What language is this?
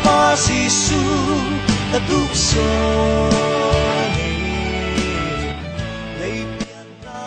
Falam Chin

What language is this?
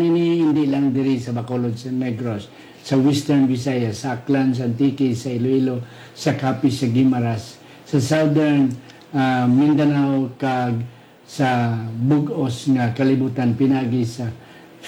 Hiligaynon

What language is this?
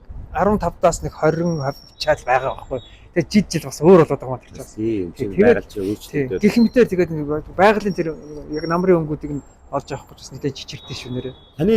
Mongolian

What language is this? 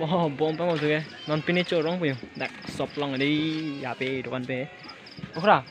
Karbi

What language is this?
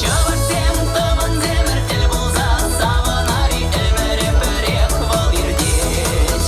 Chuvash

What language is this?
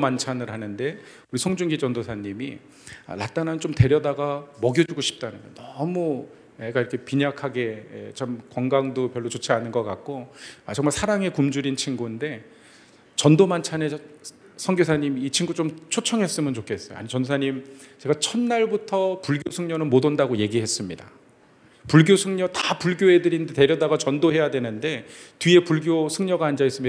Korean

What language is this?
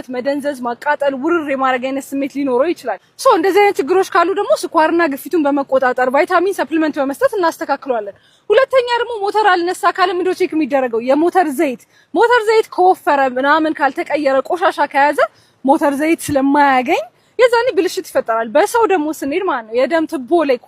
Amharic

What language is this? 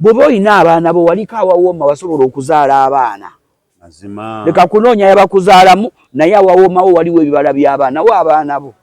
Ganda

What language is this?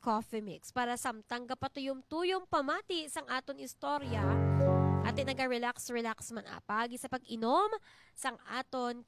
Hiligaynon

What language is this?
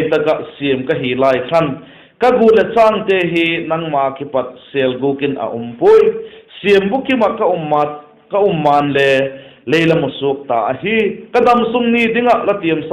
Vaiphei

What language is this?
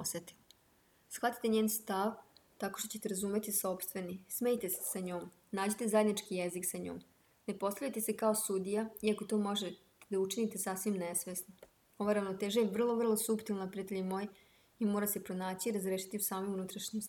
Serbian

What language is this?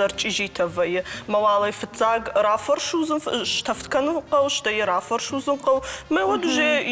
Ossetic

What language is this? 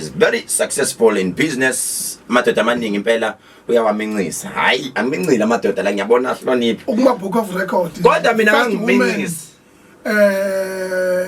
Zulu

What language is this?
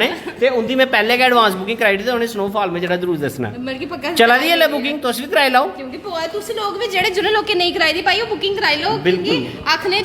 Dogri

